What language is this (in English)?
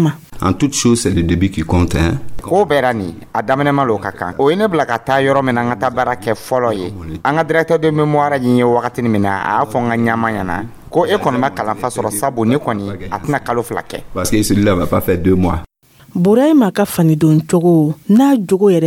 Dyula